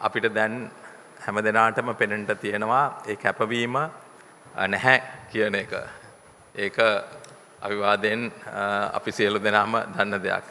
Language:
Sinhala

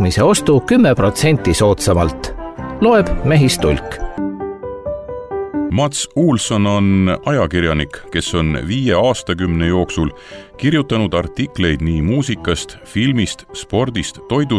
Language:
Estonian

